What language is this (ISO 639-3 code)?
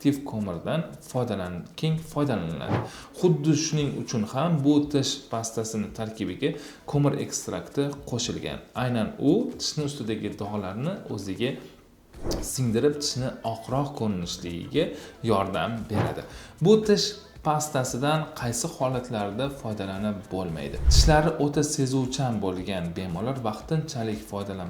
uzb